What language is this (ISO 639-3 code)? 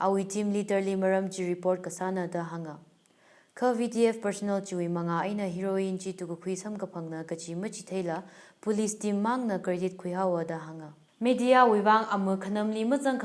nmf